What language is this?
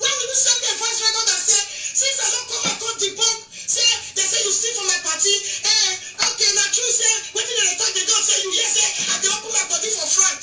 Nigerian Pidgin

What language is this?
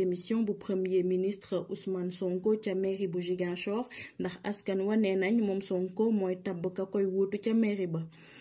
Wolof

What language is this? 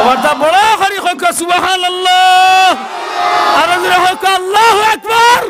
Sylheti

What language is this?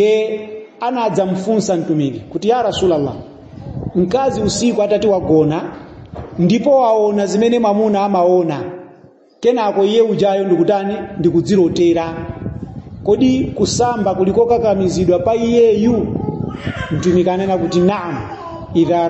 Nyanja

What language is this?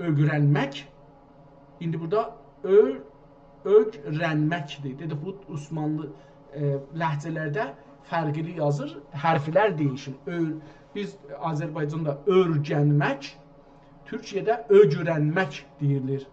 South Azerbaijani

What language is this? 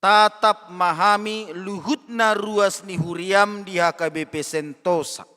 Batak Toba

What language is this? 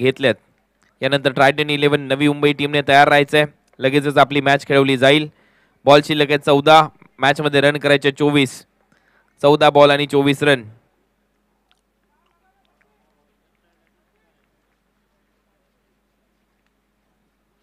Marathi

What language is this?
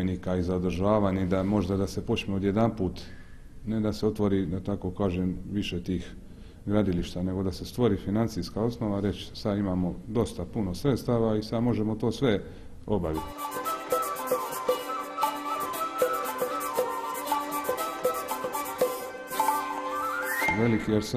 Croatian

